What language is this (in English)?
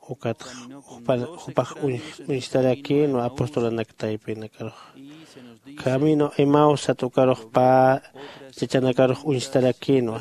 Aymara